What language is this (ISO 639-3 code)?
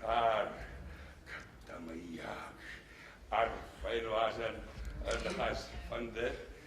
oss